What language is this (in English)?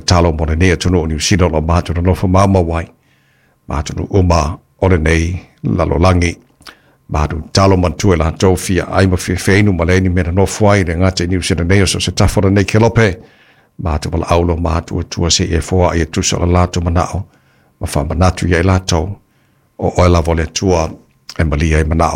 Samoan